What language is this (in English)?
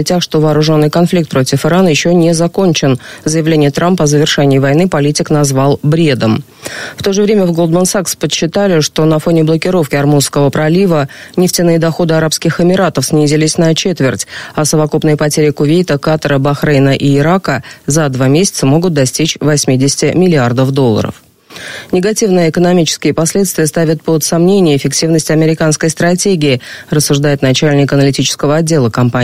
Russian